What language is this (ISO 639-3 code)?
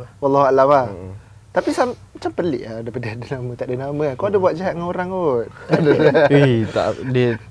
msa